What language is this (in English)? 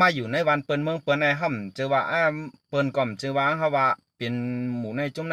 Shan